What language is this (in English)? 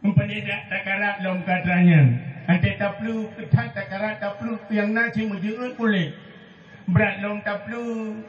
Achinese